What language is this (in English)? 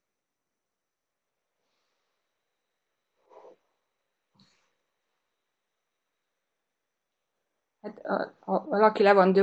Hungarian